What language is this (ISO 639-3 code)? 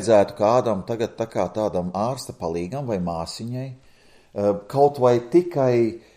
lav